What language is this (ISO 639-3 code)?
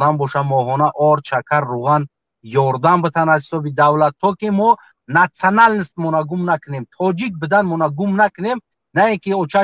tgk